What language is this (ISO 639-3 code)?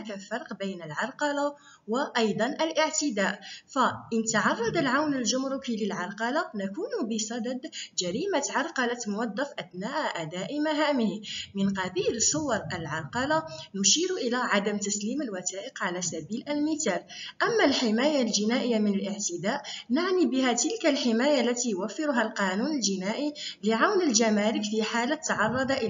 ara